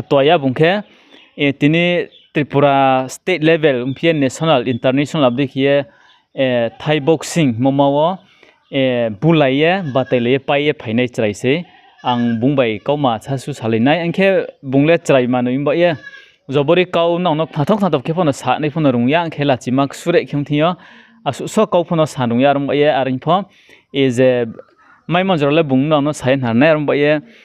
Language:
Riang (India)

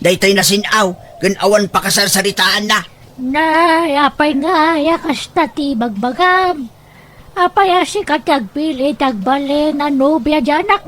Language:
Iloko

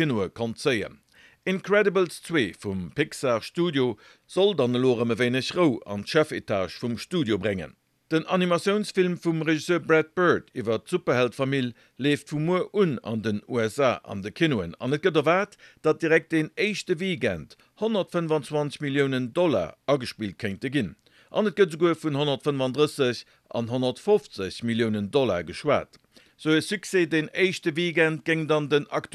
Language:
Luxembourgish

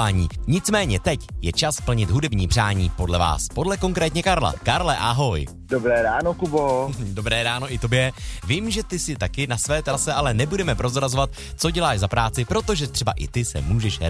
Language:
Czech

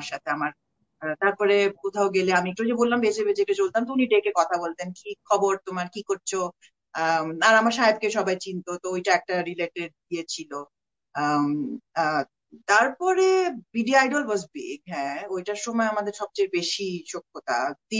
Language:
Bangla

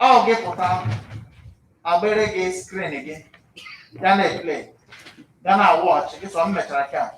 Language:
Igbo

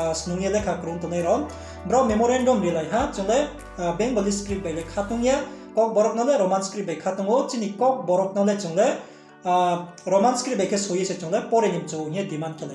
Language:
Riang (India)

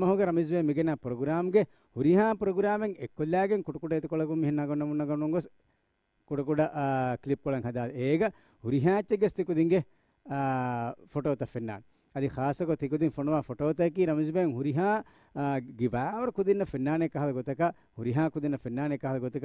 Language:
Divehi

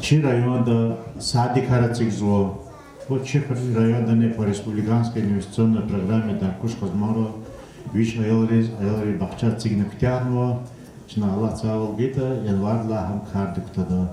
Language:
Lezghian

